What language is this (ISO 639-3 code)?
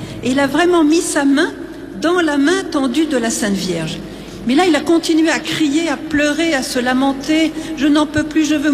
fra